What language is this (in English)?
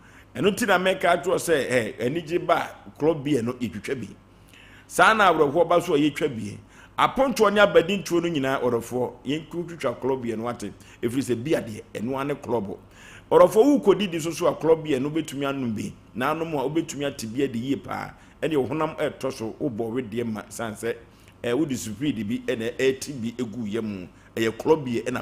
Akan